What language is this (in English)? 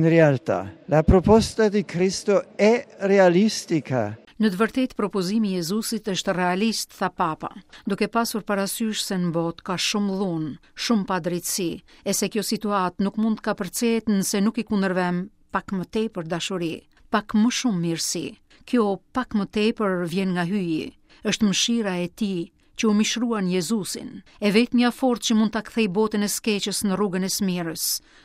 Albanian